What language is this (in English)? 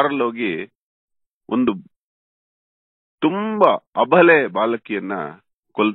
Kannada